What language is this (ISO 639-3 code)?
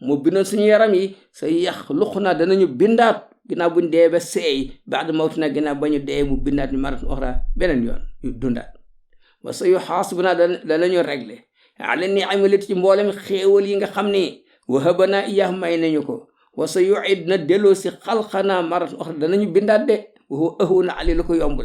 wol